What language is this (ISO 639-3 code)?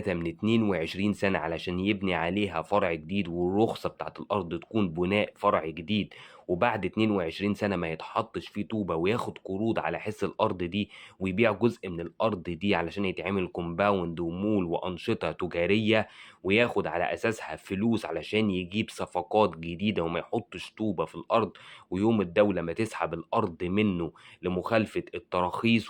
arz